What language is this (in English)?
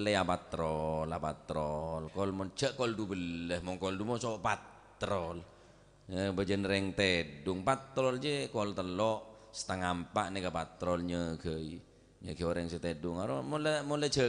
Madurese